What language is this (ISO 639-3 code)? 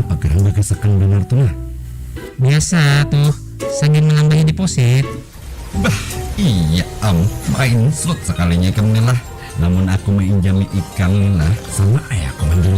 bjn